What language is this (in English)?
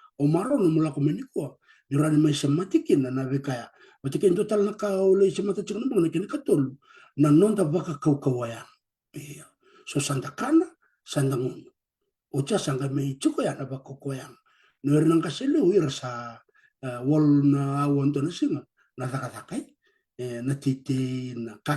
Fijian